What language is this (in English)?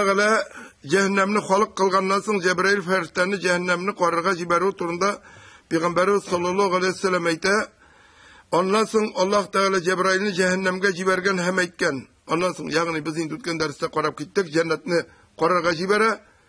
Tatar